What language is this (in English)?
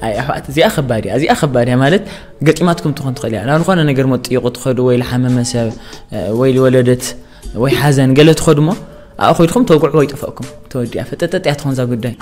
Tigrinya